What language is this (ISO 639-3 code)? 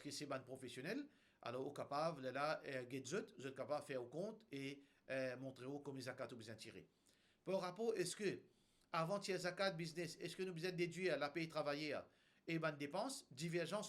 mfe